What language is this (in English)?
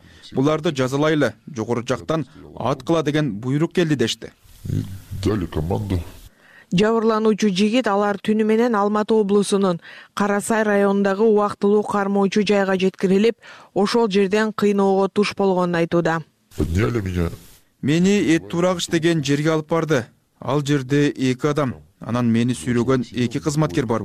Kyrgyz